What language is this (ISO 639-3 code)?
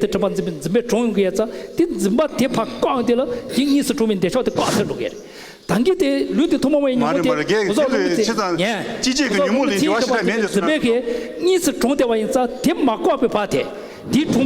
bod